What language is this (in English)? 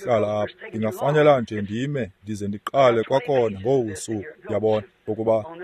Xhosa